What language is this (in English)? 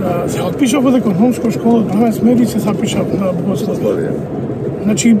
Macedonian